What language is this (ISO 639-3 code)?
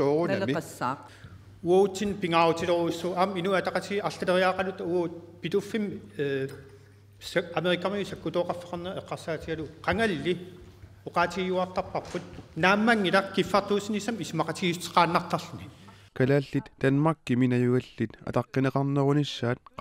kal